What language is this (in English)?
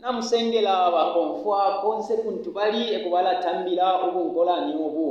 Bemba